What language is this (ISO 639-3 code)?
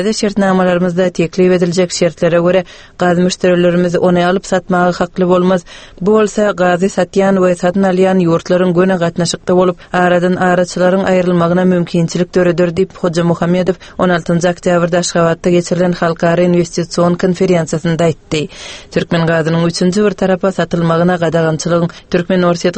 tuk